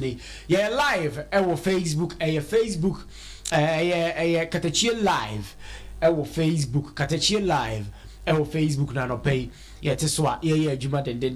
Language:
Akan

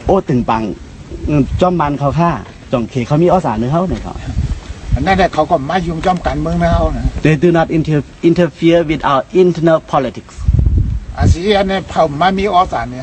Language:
Shan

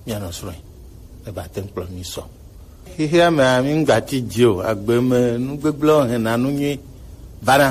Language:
Gen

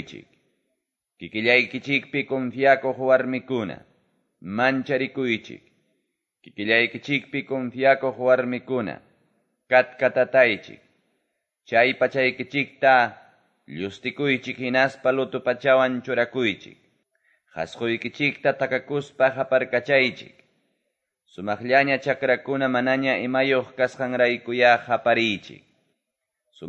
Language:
Quechua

